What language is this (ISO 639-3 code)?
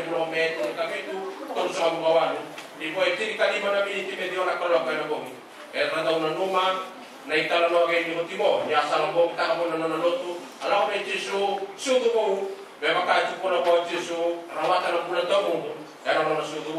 fij